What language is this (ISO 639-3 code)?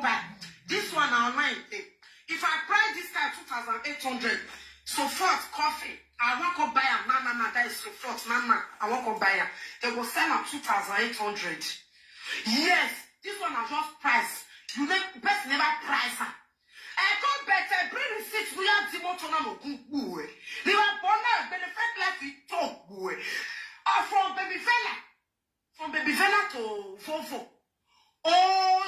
pcm